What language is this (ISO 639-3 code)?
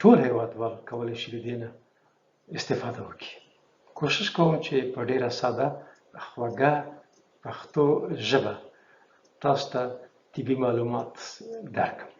pus